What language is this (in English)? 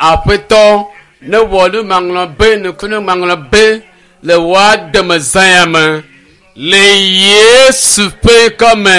Ewe